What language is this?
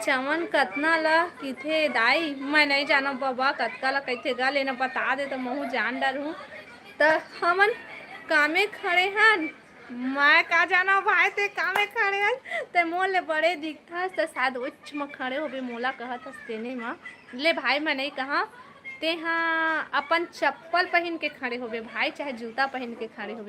Chhattisgarhi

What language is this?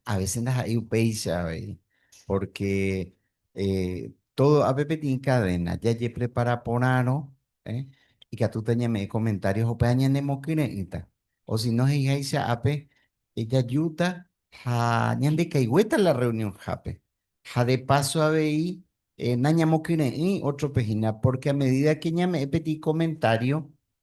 Guarani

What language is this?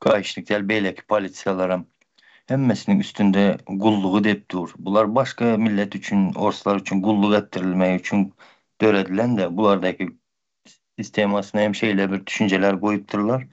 Turkmen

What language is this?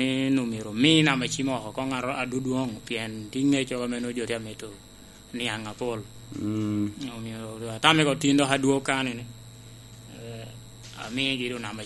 Lango (Uganda)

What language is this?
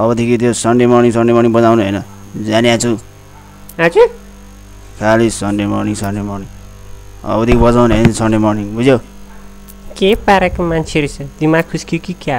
Nepali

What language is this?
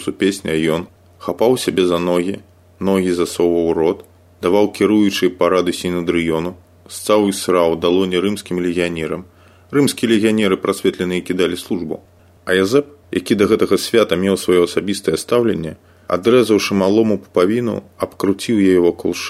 Belarusian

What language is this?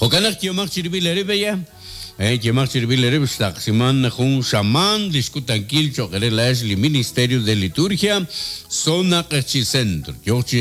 Kekchí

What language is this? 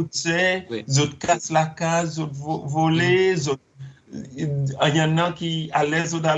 Seselwa Creole French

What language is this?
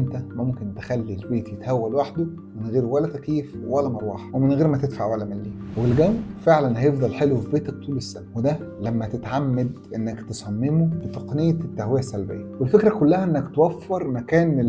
Egyptian Arabic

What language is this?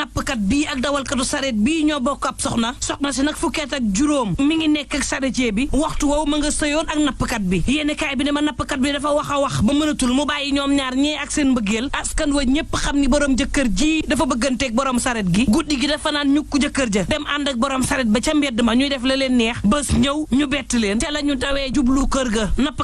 Wolof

